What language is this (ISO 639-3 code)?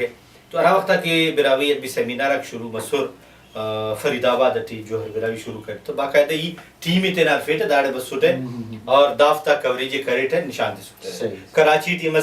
brh